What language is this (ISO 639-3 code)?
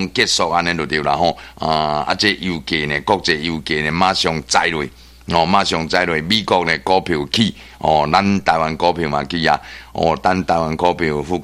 nan